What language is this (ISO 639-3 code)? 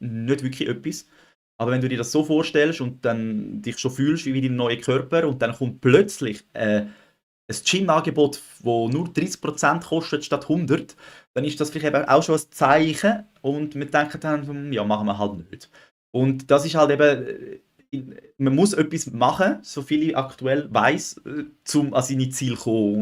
gsw